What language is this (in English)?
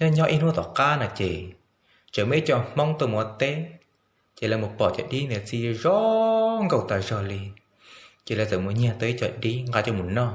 Hmong